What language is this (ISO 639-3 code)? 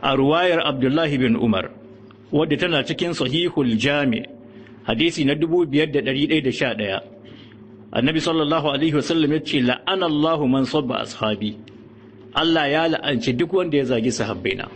hau